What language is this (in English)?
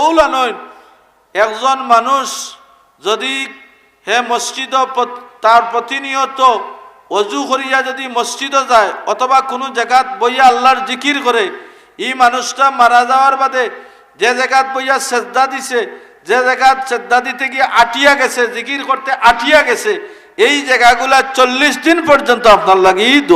Sylheti